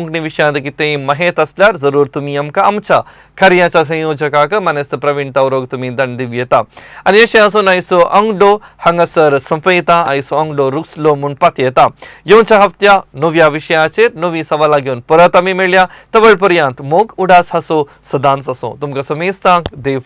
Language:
Konkani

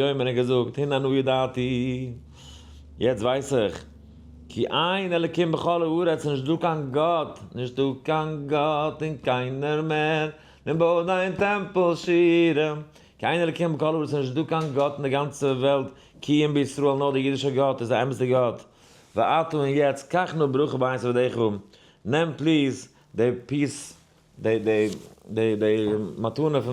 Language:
Yiddish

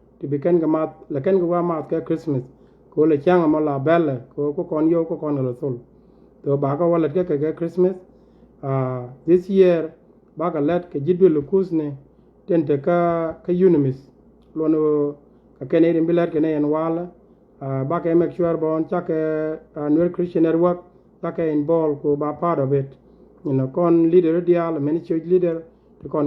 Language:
Nuer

